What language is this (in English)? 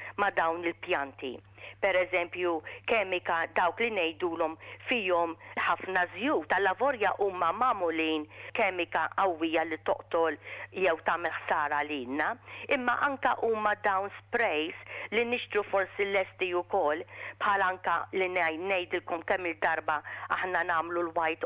Maltese